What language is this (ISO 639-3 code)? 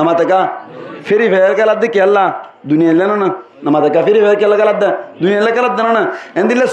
rhg